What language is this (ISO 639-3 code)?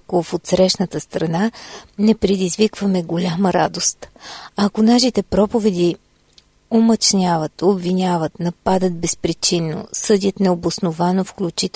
bul